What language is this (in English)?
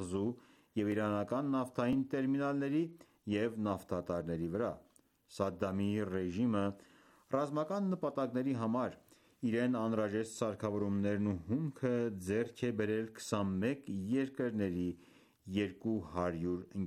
Armenian